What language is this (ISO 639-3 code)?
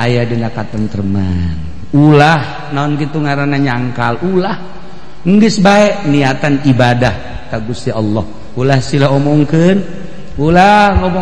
sun